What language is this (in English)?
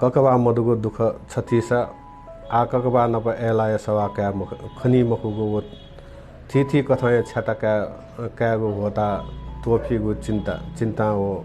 Newari